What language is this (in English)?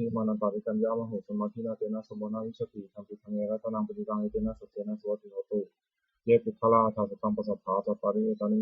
Pali